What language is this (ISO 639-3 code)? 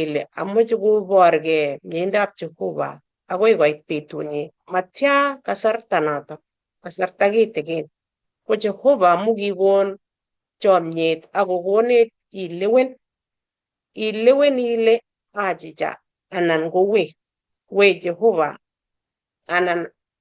kln